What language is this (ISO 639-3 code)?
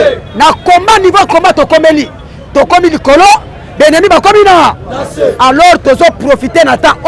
lin